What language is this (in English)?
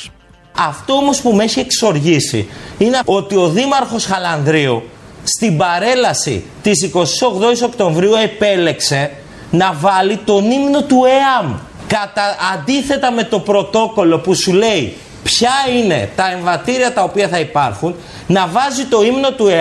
Greek